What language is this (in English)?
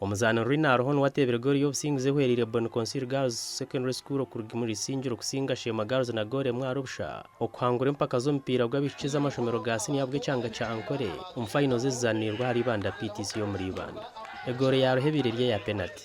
Nyankole